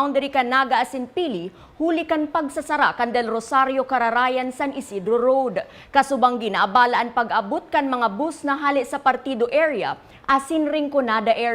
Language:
Bikol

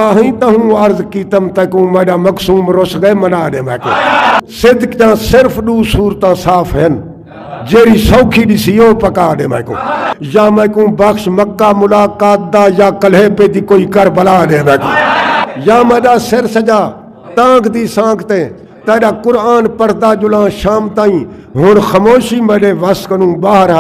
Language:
Saraiki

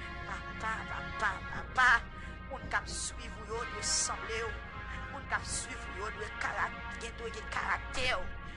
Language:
Haitian Creole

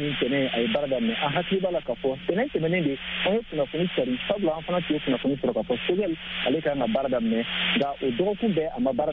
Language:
Bambara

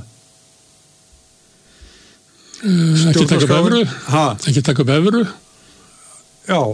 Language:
Icelandic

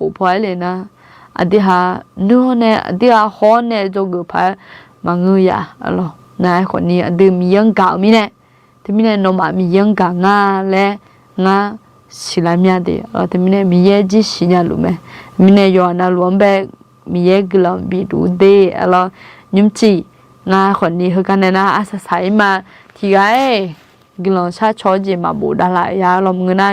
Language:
Akha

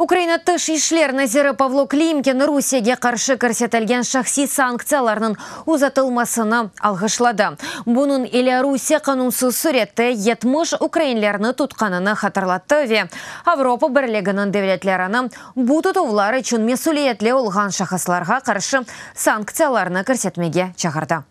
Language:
Crimean Tatar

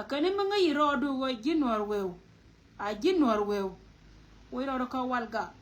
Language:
Nuer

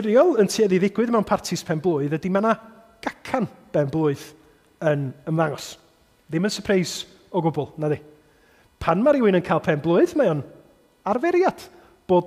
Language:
Welsh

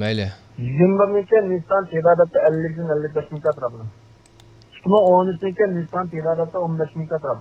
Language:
Uyghur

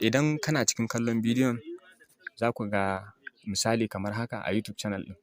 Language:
Hausa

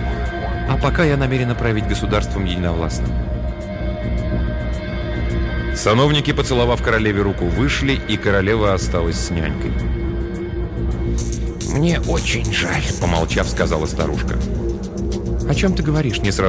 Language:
Russian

